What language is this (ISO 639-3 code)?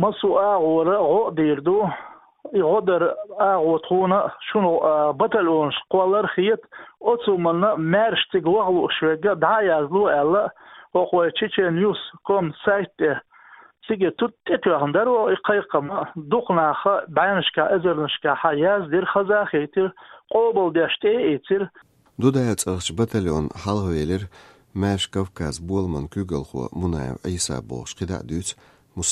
che